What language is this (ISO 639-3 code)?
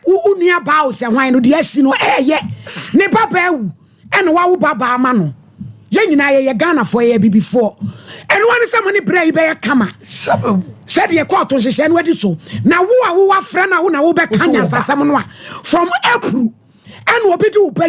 aka